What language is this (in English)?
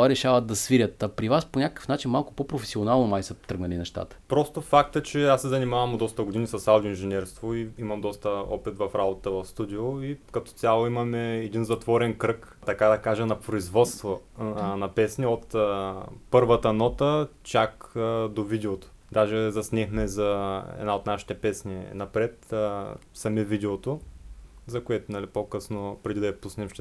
Bulgarian